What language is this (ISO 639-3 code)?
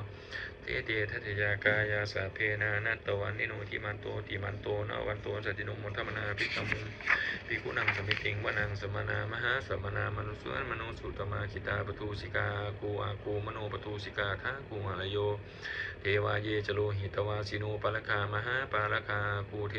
pli